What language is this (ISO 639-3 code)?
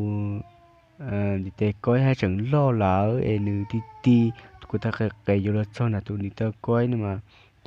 hmn